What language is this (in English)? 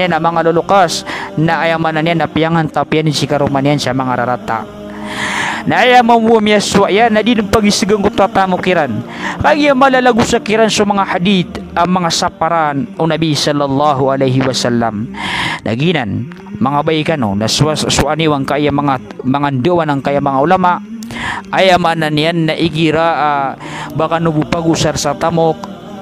Maranao